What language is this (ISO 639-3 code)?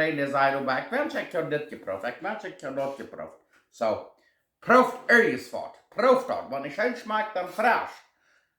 pdt